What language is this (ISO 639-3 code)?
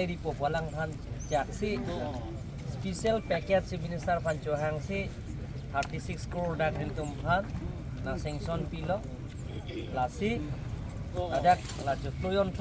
mjw